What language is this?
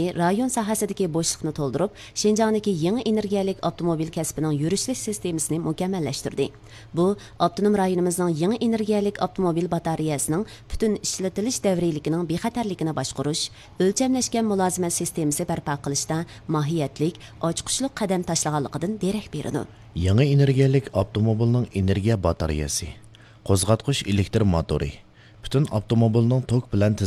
Uyghur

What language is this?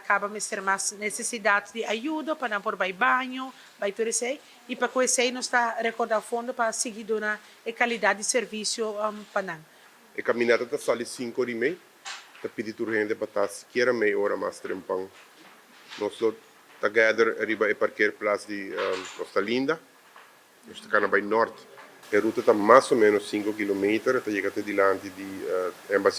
Papiamento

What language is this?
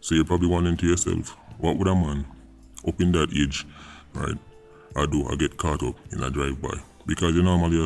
Jamaican Creole English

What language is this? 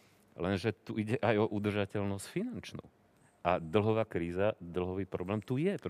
Slovak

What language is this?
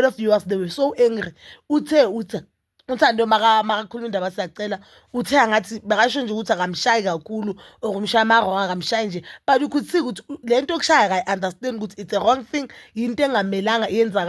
Zulu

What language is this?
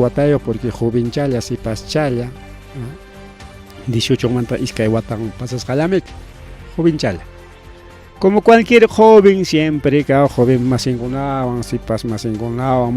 Ayacucho Quechua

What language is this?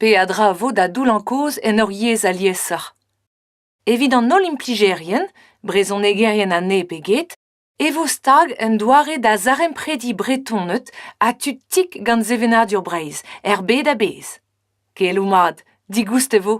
Breton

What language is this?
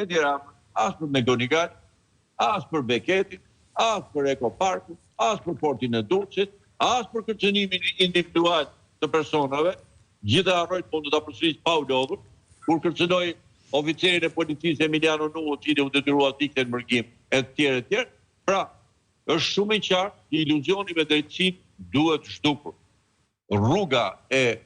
Albanian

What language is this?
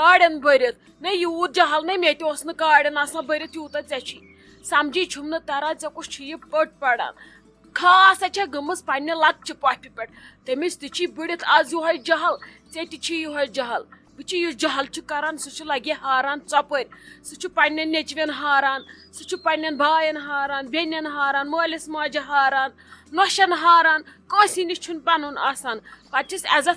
Kashmiri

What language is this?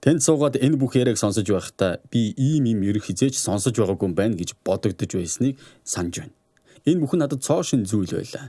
Mongolian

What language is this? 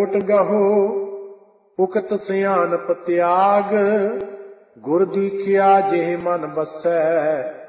Punjabi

